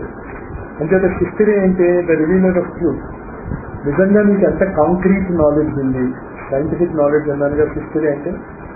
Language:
Telugu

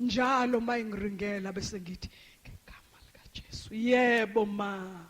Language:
Zulu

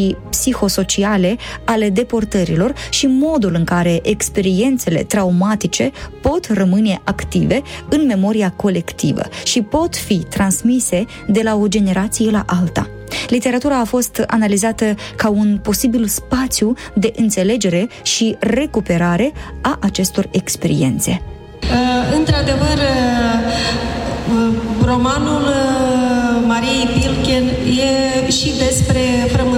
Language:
Romanian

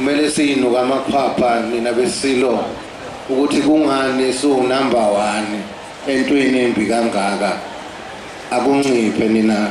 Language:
Zulu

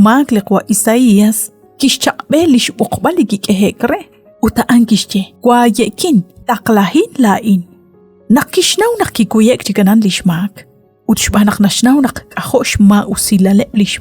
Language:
Kekchí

